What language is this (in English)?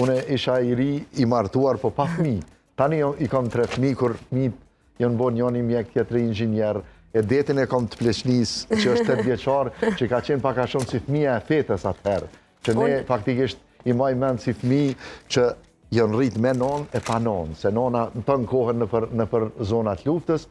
Albanian